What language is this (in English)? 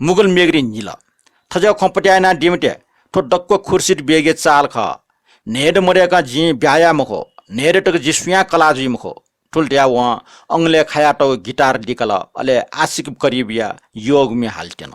Newari